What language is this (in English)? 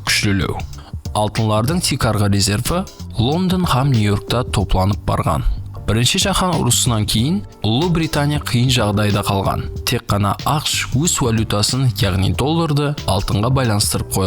Kara-Kalpak